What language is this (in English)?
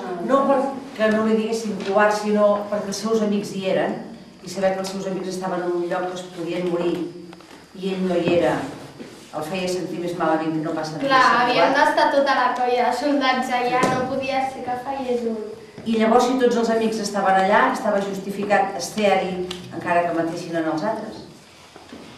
Catalan